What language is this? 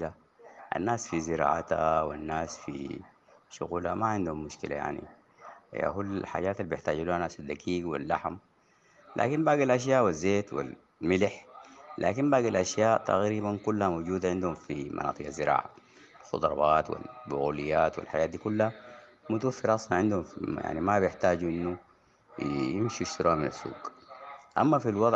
Sudanese Arabic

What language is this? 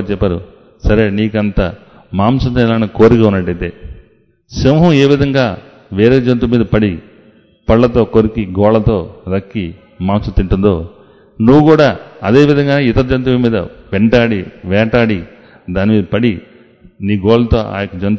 Telugu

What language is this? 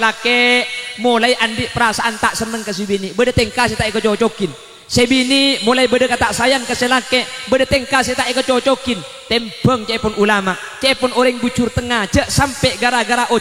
Madurese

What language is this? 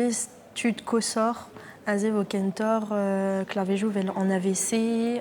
Breton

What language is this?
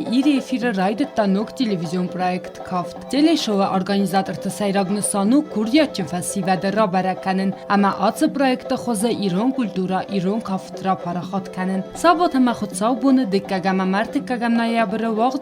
Ossetic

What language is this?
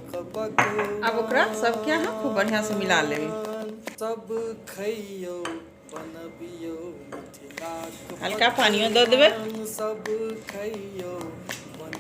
Maithili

